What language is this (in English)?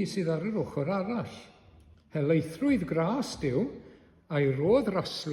Welsh